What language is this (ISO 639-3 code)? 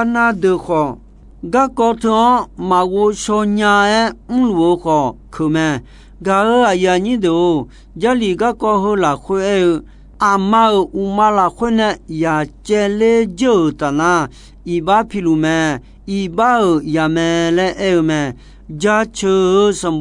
ahk